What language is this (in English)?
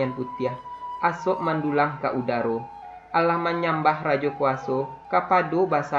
Minangkabau